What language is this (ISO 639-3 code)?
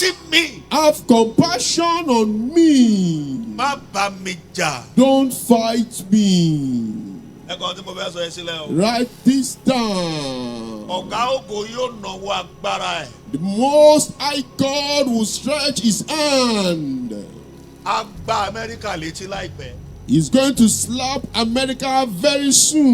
yor